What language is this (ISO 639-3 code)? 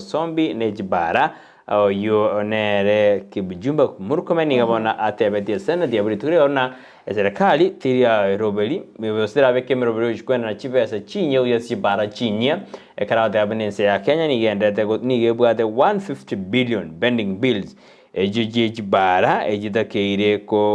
guz